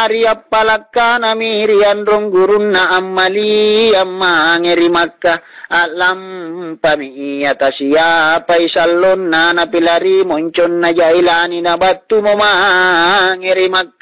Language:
Makasar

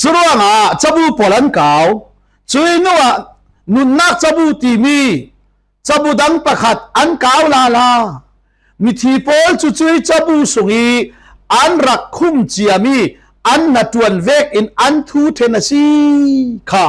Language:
Falam Chin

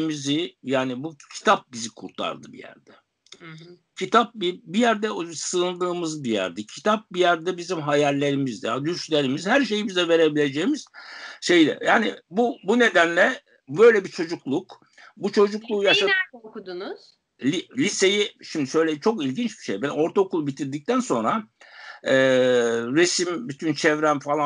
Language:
Turkish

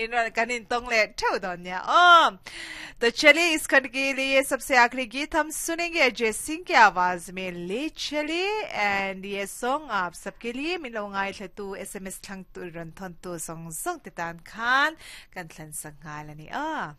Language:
Mizo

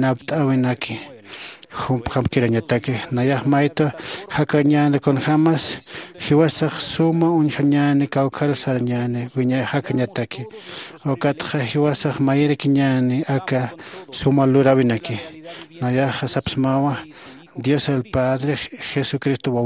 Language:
Aymara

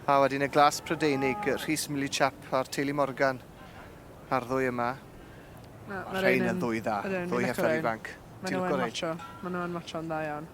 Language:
Welsh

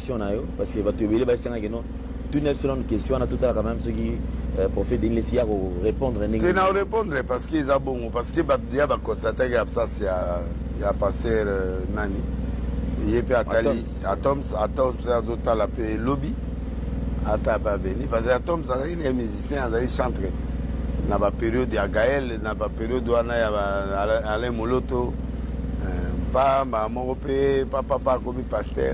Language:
Lingala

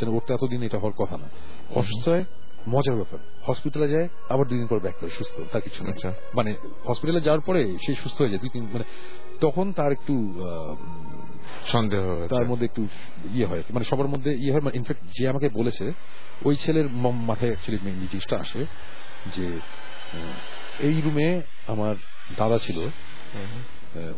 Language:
Bangla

